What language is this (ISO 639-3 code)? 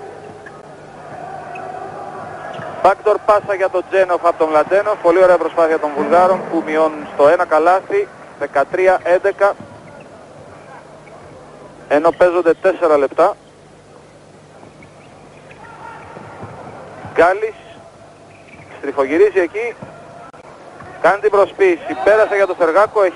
ell